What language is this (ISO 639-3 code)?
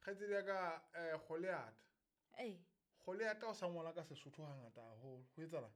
sot